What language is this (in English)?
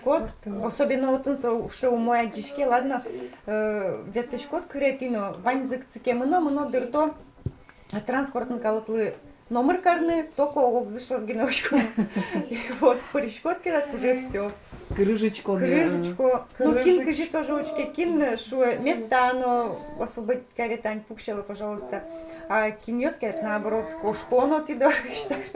Udmurt